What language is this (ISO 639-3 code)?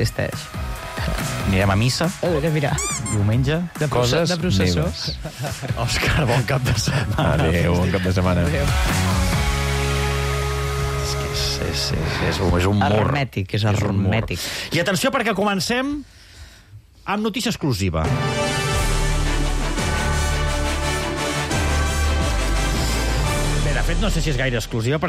cat